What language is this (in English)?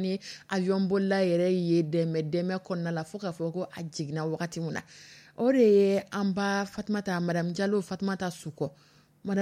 Dyula